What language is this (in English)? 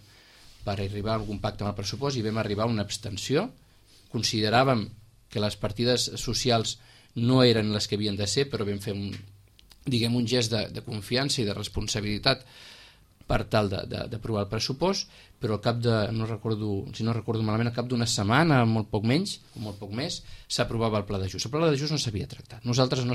Catalan